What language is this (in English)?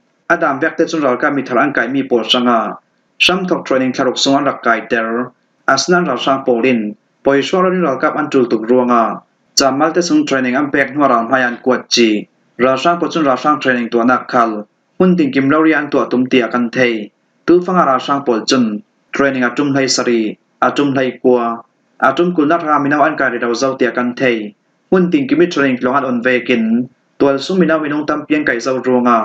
Falam Chin